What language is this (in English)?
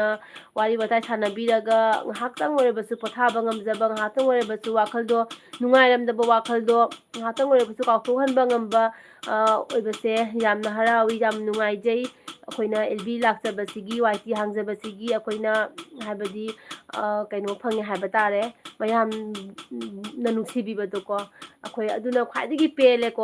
Manipuri